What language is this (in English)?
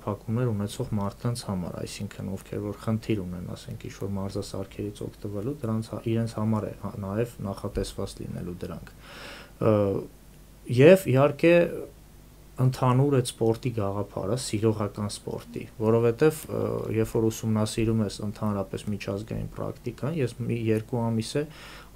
Armenian